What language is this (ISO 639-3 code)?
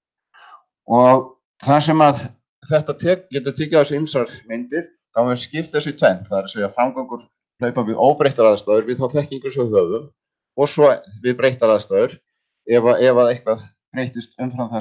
isl